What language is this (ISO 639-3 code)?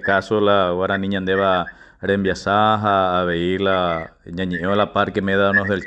grn